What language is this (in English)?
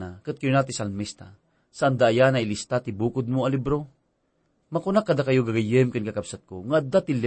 Iloko